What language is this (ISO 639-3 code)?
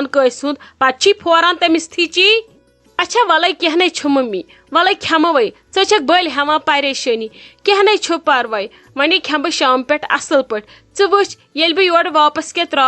kas